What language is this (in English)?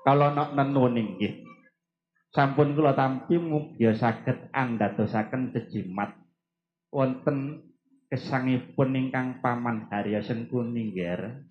Javanese